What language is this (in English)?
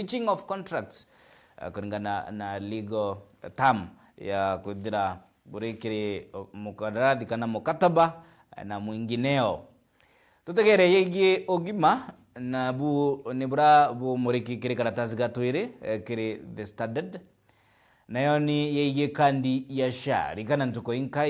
Meru